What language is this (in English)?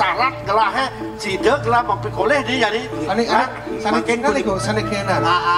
Balinese